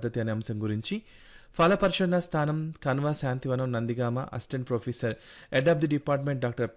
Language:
Telugu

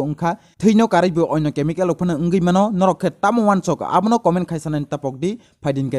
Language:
Kok Borok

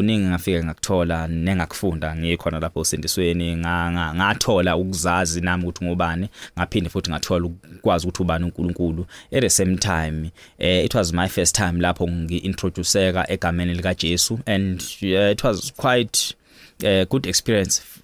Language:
Zulu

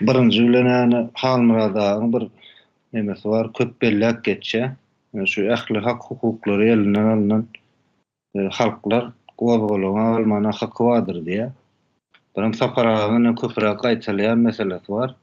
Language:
Turkmen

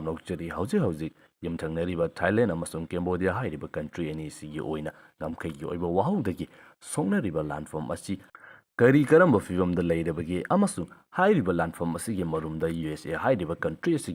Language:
Manipuri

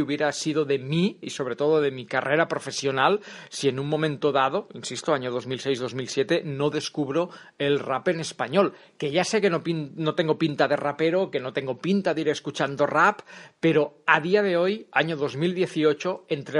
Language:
Spanish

